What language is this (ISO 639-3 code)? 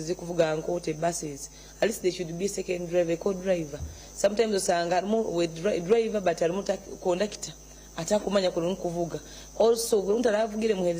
nyn